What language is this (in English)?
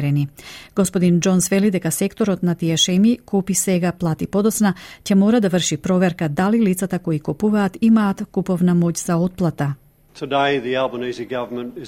Macedonian